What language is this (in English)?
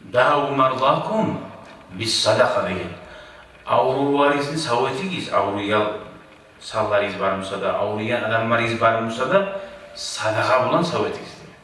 Kumyk